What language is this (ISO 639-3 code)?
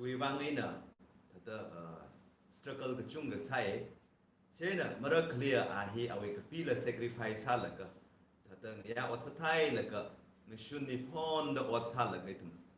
nmf